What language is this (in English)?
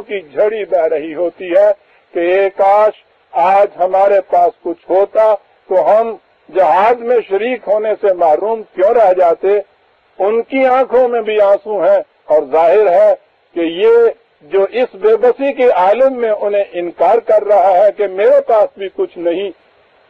Urdu